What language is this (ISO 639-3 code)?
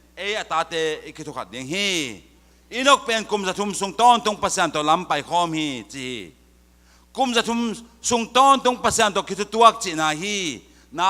ctd